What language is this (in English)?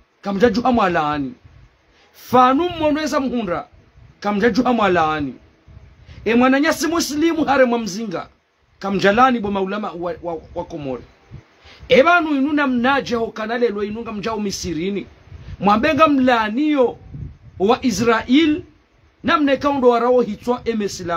Ngazidja Comorian